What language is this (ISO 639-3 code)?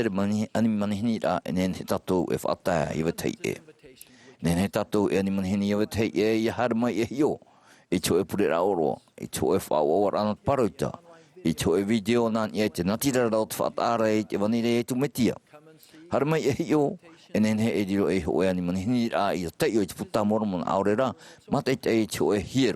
tah